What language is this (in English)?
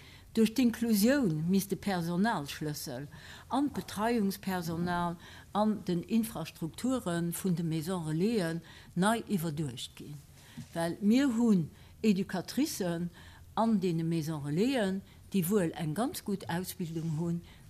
Luxembourgish